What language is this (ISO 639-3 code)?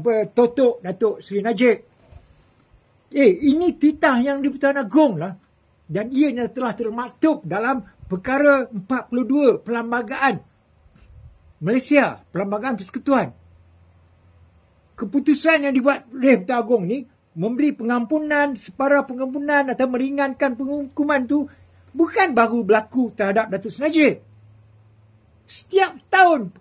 msa